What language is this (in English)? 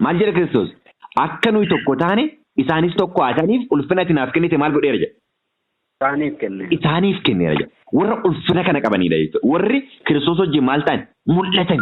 Oromo